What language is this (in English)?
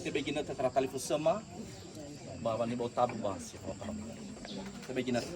Nias